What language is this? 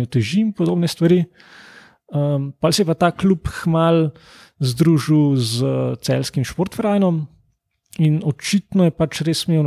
Slovenian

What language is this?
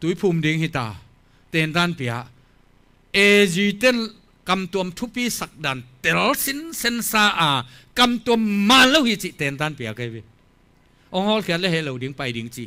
Tedim Chin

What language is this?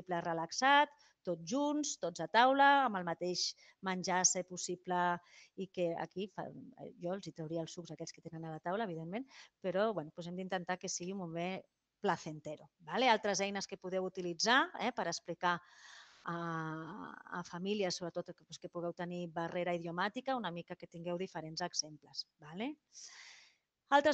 Catalan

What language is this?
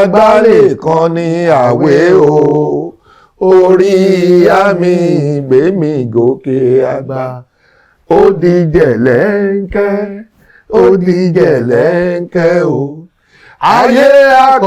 Yoruba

